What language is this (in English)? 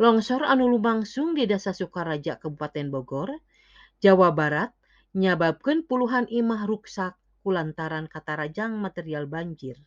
Sundanese